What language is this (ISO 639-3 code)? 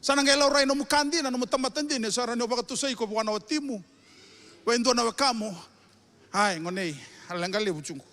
fij